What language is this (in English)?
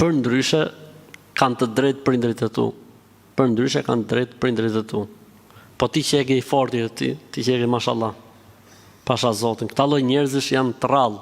Albanian